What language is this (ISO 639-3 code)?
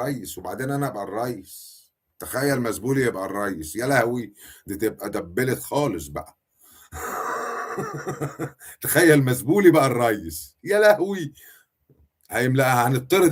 arz